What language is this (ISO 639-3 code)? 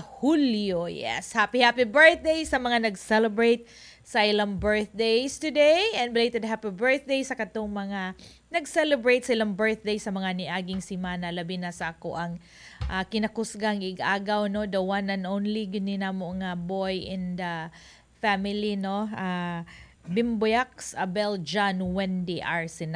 ceb